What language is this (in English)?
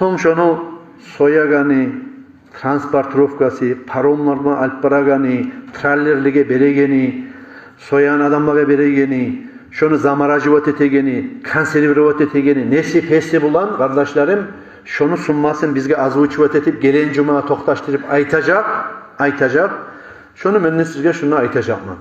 Kumyk